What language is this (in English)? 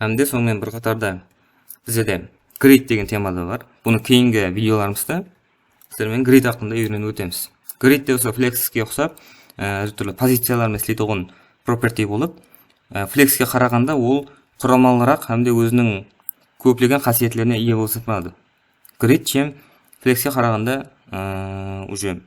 Kara-Kalpak